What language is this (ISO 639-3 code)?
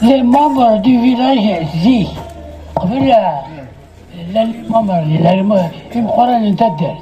kab